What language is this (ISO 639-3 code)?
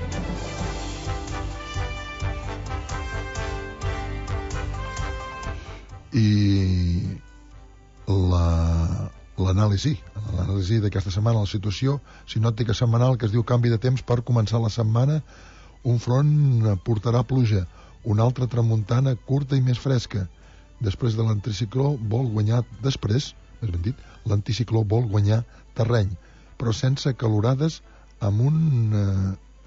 cat